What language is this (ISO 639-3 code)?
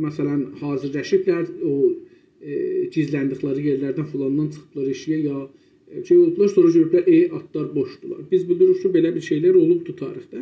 azb